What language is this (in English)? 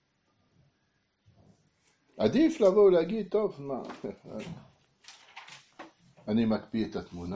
Hebrew